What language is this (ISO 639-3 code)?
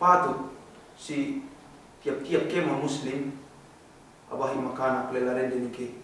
yka